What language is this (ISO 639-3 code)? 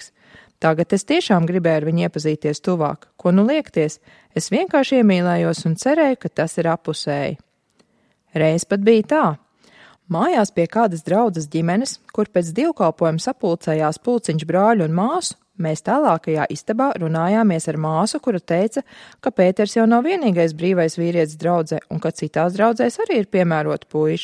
lav